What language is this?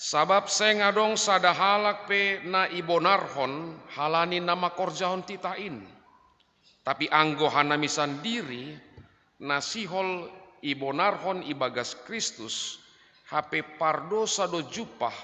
Batak Simalungun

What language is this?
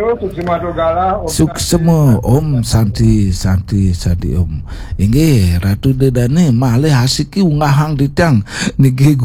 Balinese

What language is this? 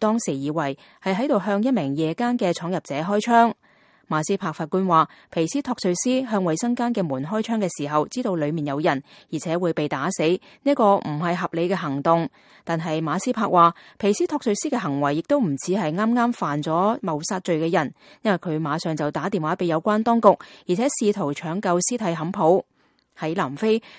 Cantonese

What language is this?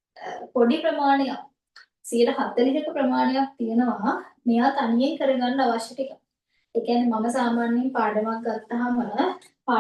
Sinhala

